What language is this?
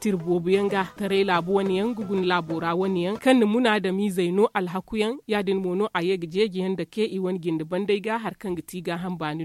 Zarma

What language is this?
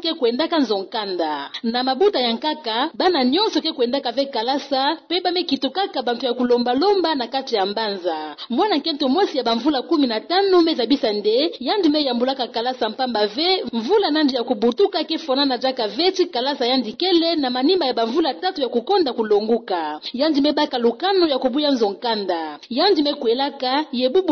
Kituba (Democratic Republic of Congo)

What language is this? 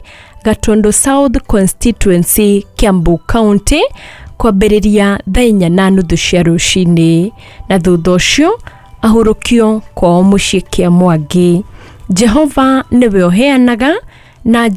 Kikuyu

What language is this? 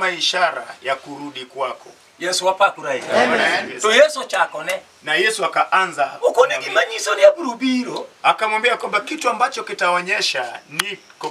Luo (Kenya and Tanzania)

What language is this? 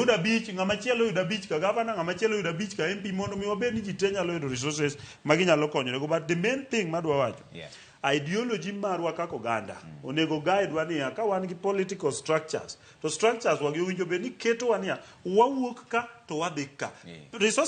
Luo (Kenya and Tanzania)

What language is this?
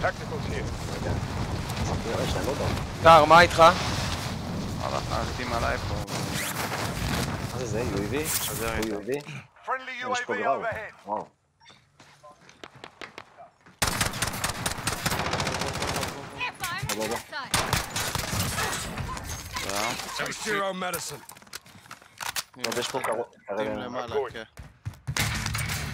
Hebrew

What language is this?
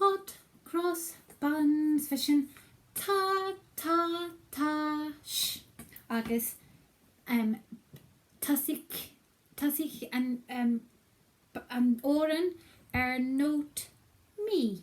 Scottish Gaelic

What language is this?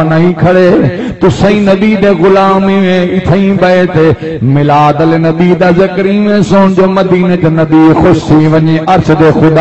Saraiki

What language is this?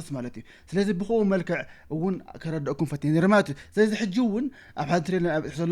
Tigrinya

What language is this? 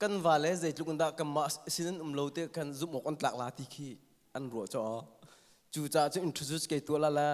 Hakha Chin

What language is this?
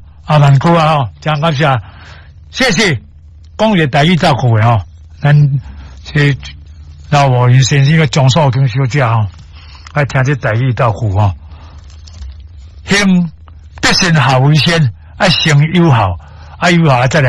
Min Nan Chinese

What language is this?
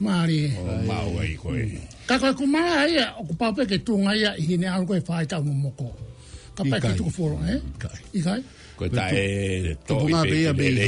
Tongan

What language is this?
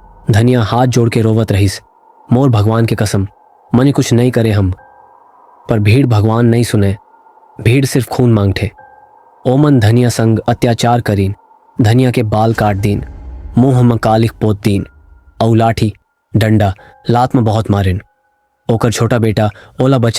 Chhattisgarhi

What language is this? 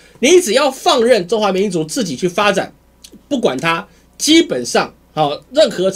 Chinese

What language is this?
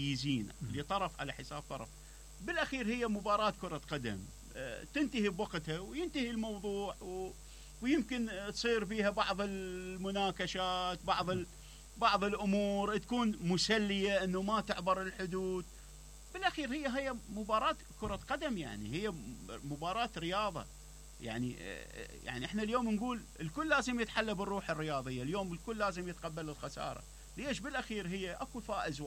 Mesopotamian Arabic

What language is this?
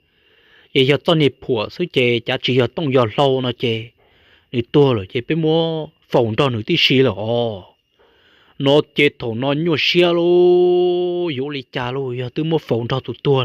Hmong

